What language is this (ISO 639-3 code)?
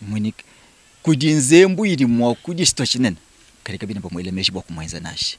lua